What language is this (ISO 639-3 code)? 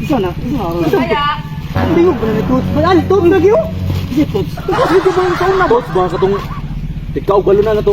ceb